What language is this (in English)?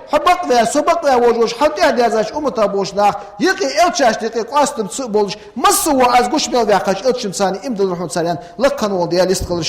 Ingush